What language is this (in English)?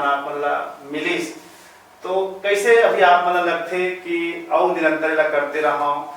Chhattisgarhi